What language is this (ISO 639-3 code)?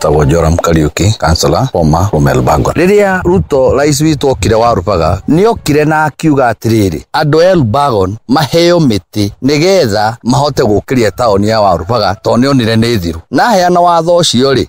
kik